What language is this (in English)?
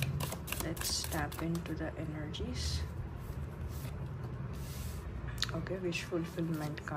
Kannada